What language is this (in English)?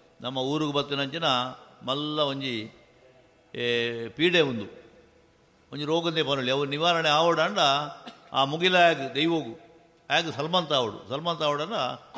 Tulu